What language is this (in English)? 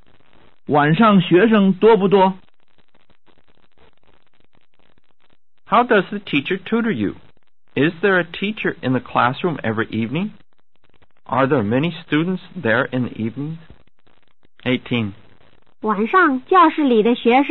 Chinese